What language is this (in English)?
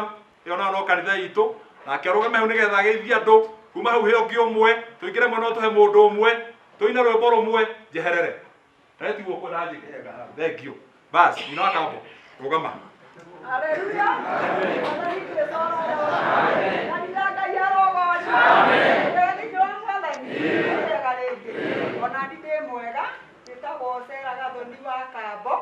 Kikuyu